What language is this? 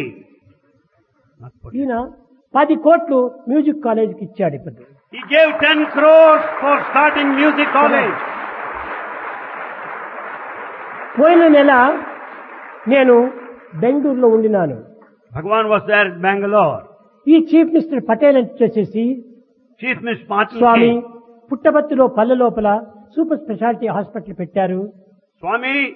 Telugu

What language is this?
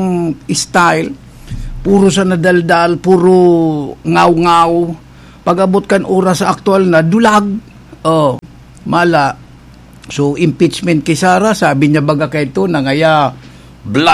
Bikol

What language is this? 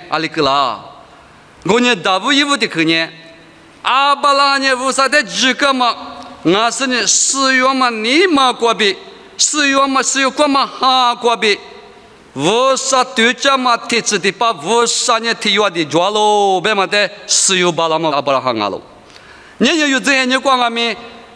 Lisu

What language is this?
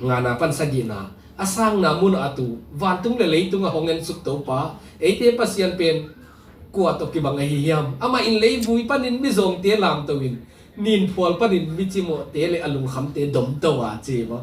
Tedim Chin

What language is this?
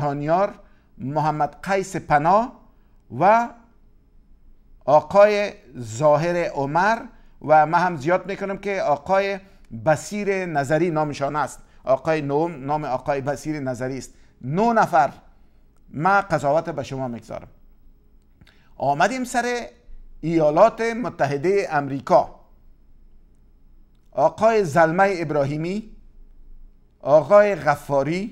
Persian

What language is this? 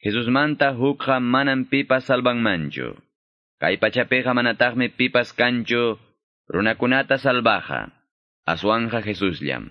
Quechua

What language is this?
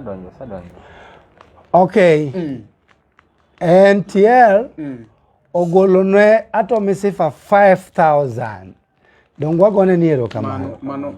Luo (Kenya and Tanzania)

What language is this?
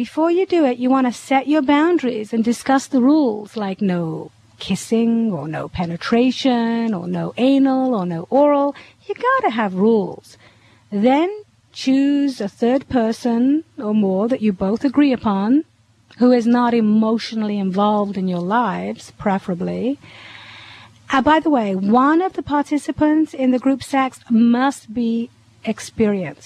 English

